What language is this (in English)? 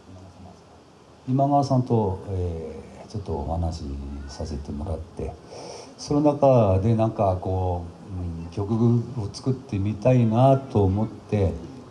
Japanese